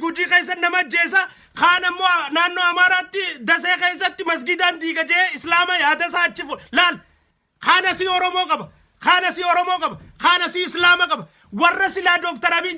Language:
Oromo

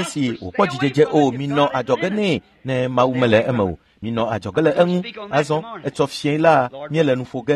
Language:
Ewe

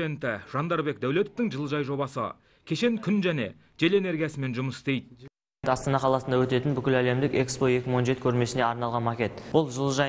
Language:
Kazakh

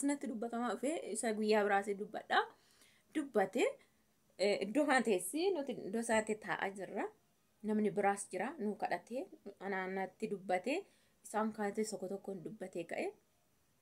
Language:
Oromo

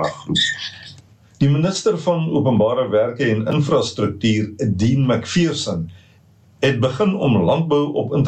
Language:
Afrikaans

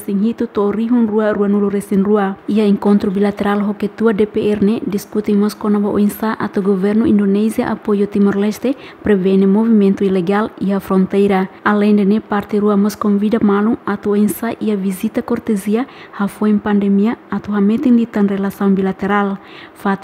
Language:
Tetum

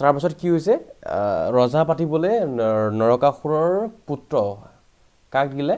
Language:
Assamese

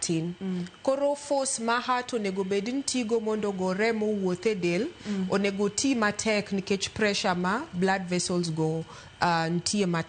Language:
Luo (Kenya and Tanzania)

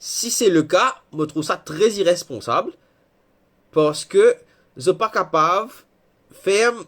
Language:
Morisyen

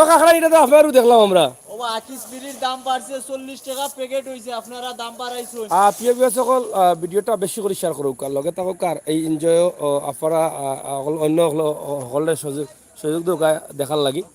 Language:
Sylheti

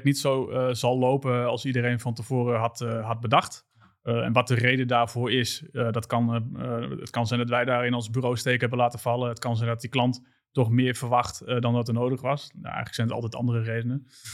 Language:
Dutch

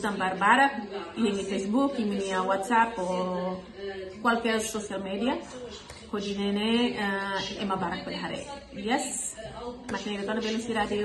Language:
Tetum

